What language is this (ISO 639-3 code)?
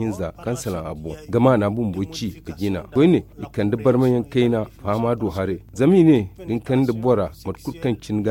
dje